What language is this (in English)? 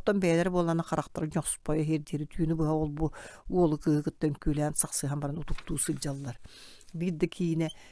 Yakut